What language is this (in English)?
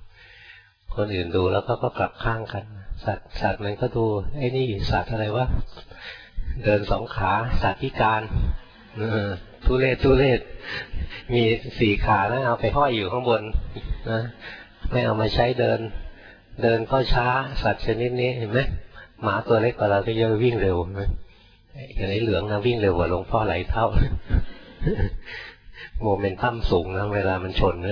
Thai